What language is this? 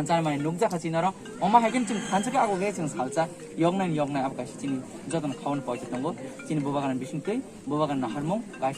Kok Borok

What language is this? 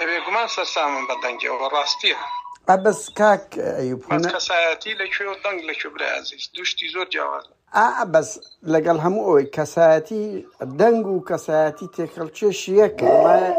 Central Kurdish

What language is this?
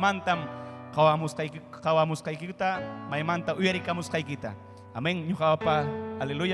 Ayacucho Quechua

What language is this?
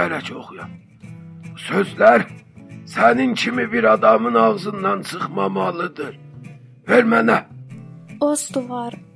South Azerbaijani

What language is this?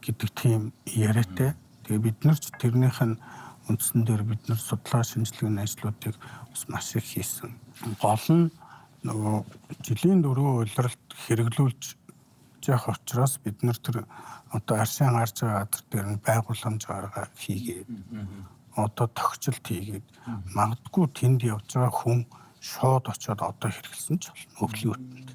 Mongolian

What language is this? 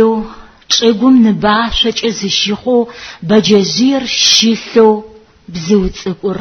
Adyghe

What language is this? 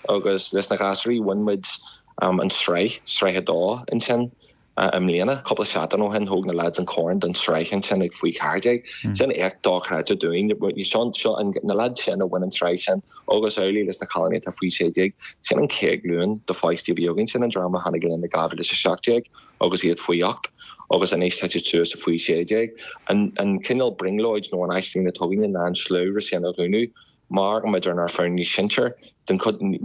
Irish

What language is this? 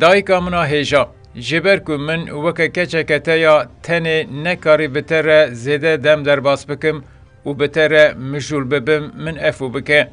Kurdish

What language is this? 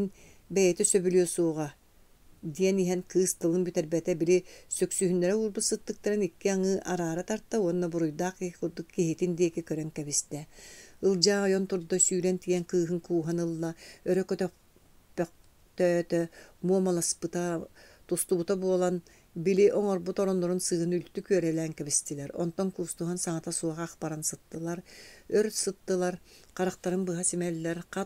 Yakut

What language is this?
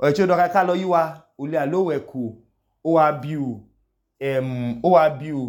Idoma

